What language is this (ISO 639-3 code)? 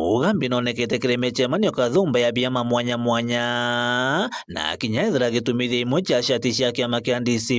mer